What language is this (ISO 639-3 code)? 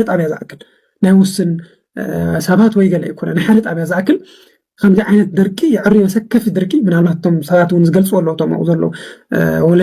tir